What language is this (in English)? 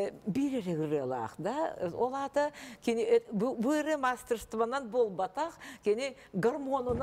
Yakut